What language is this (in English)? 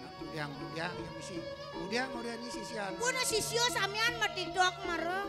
Balinese